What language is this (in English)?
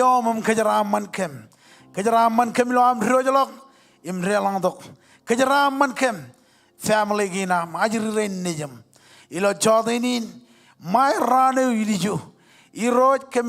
Marshallese